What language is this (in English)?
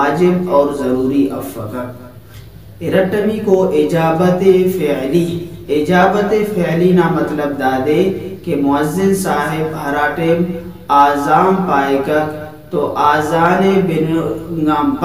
Brahui